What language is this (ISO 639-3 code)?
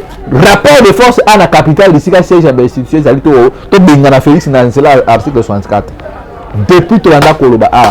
lin